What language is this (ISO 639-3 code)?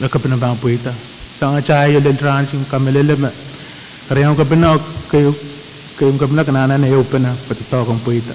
pon